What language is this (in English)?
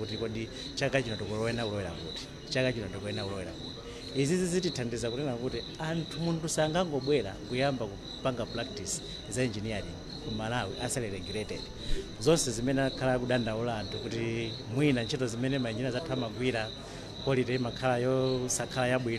Nyanja